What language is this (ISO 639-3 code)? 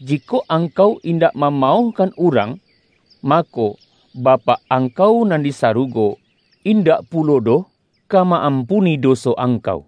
min